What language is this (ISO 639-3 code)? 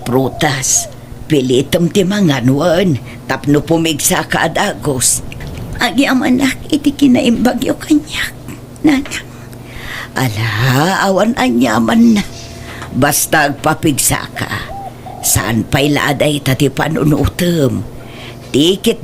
ilo